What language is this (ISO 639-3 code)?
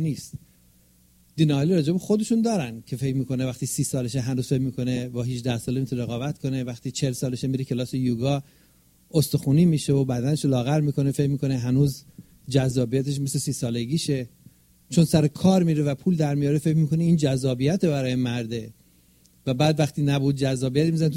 fas